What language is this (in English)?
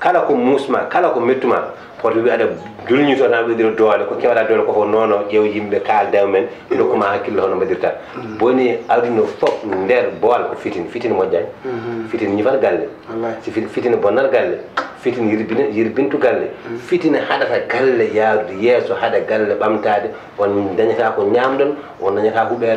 Fula